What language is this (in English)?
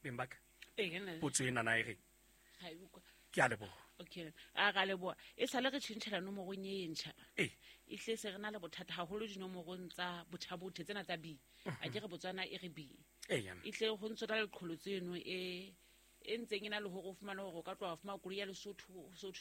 Southern Sotho